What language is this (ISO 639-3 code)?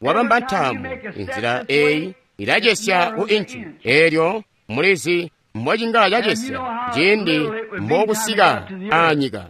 toi